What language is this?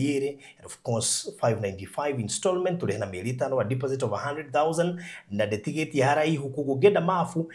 Kikuyu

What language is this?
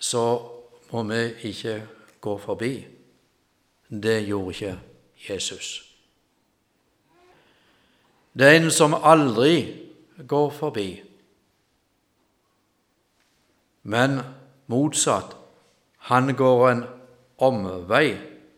Norwegian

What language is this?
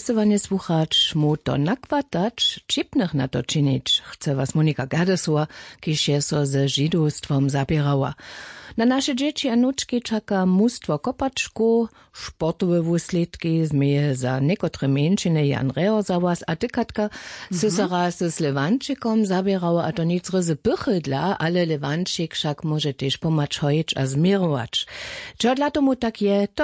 Upper Sorbian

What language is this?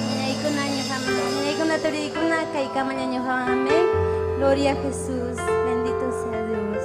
Ayacucho Quechua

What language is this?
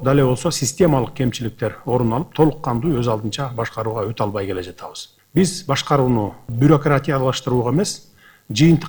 Kyrgyz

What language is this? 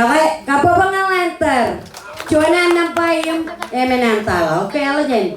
Marshallese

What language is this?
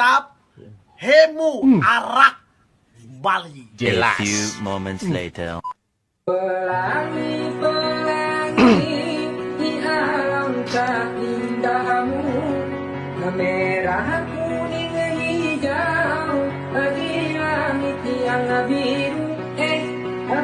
Ambonese Malay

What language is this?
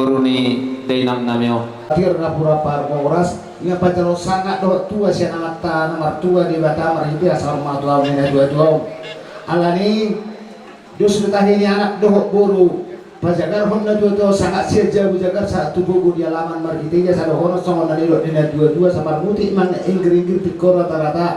Batak Toba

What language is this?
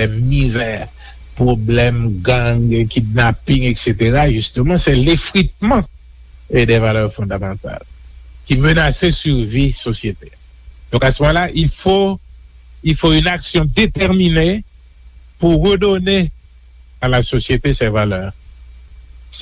Haitian Creole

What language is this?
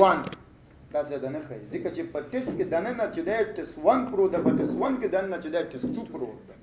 Pashto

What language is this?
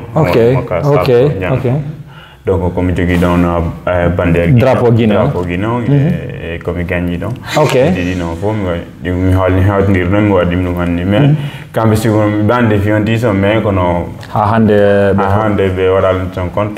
Fula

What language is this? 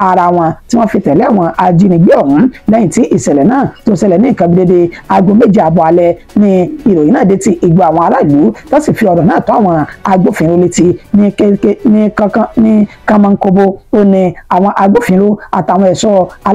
Yoruba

